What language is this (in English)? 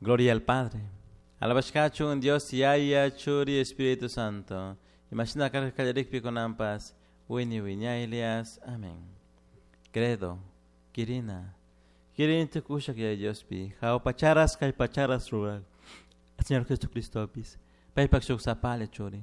Chimborazo Highland Quichua